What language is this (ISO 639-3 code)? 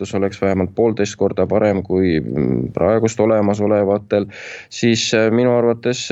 est